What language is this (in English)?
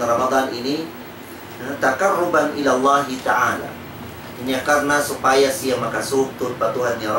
Tausug